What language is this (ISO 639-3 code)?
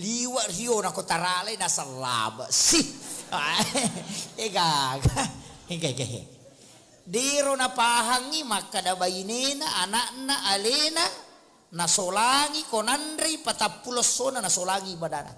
bug